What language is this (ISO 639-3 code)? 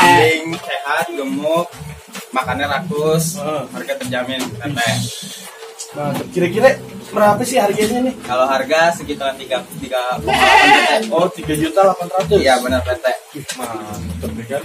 bew